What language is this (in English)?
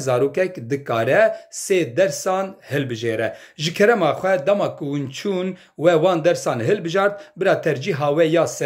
Kurdish